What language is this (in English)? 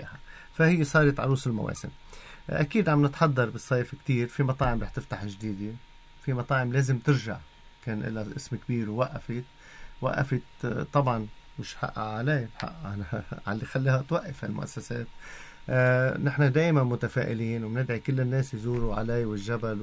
North Levantine Arabic